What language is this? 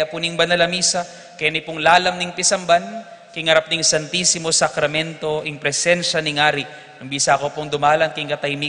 Pampanga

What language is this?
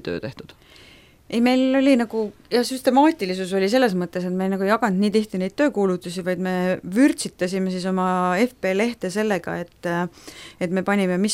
Estonian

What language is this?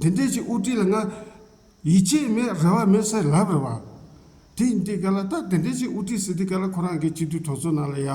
Tibetan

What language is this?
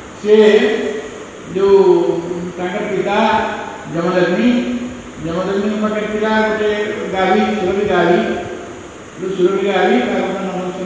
Odia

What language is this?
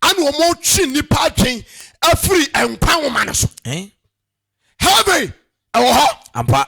Akan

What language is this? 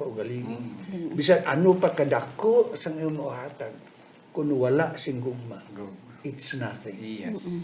Hiligaynon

